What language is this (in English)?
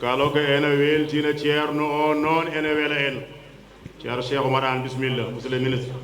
Fula